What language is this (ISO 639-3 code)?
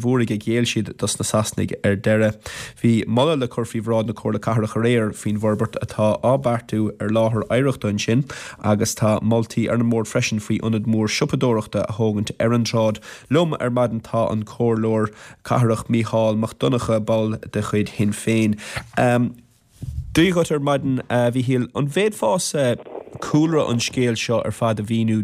gle